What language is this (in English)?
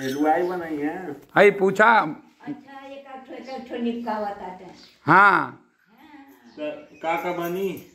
Bhojpuri